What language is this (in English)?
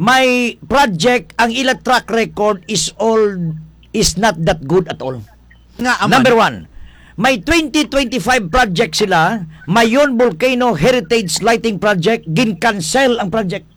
Hiligaynon